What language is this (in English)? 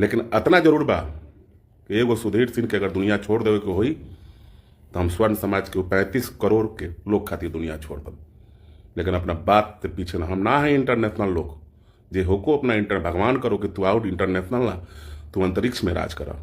Bhojpuri